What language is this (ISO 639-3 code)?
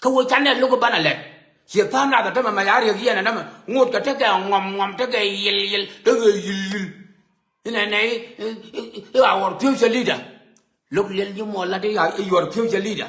nus